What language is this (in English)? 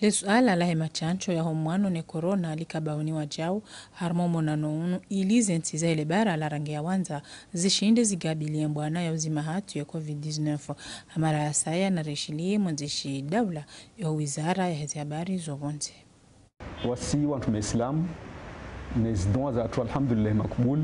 Ngazidja Comorian